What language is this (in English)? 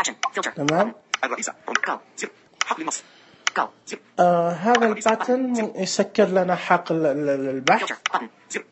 Najdi Arabic